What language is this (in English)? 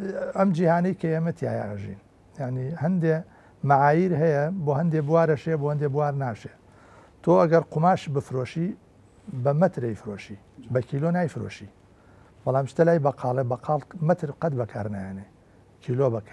Central Kurdish